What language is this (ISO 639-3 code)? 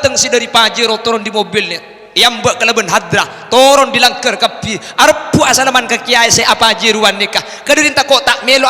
mad